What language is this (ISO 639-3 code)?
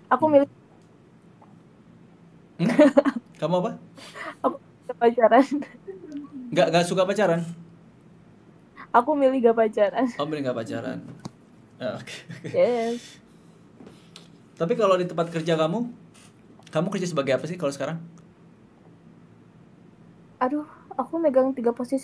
ind